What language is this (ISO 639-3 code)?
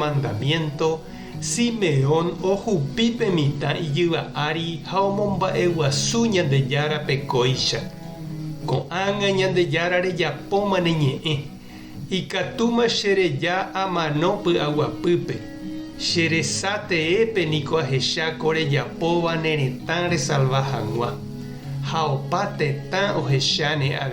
grn